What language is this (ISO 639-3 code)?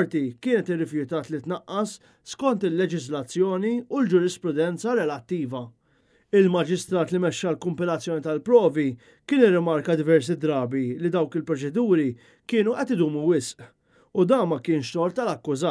mlt